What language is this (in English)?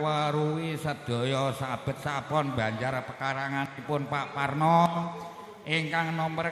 Javanese